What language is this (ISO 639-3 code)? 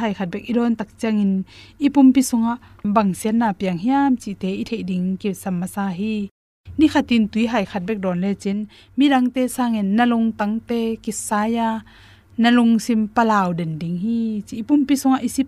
ctd